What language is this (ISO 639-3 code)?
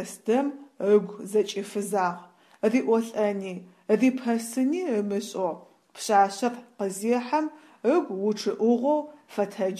ady